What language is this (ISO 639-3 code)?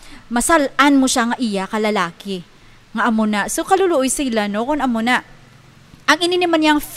hil